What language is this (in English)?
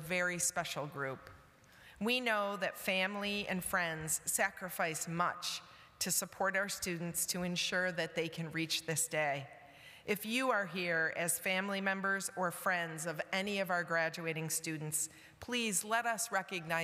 English